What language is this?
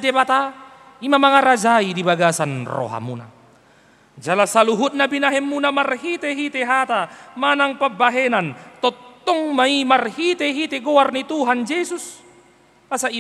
Batak Toba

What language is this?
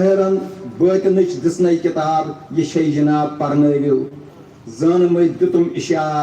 Kashmiri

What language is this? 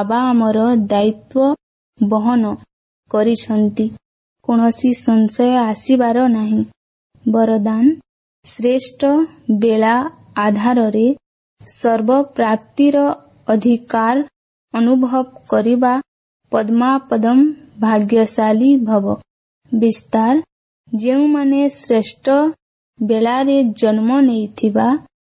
Odia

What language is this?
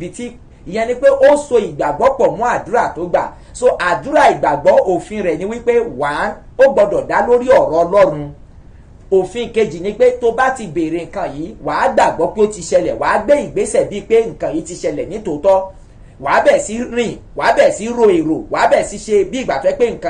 Yoruba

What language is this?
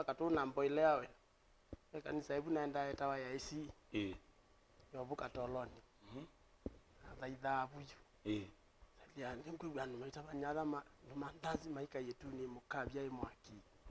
Kamba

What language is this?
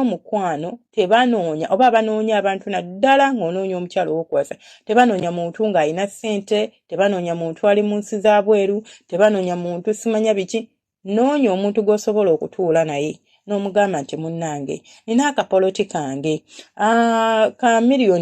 Ganda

